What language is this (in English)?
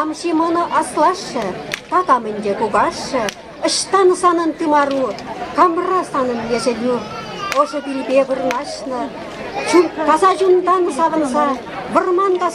Chuvash